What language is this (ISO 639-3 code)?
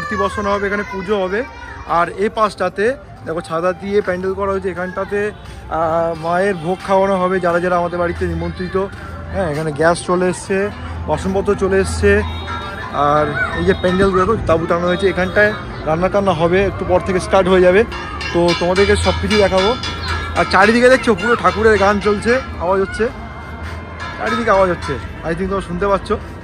ben